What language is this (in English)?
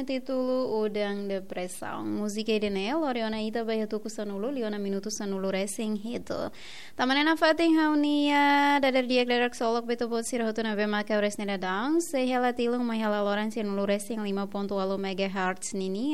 Tetum